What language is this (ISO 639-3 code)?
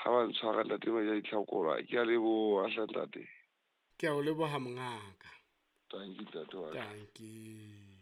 sot